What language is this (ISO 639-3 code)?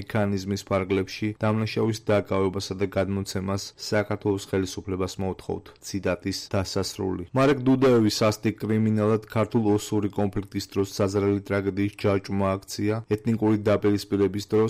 kat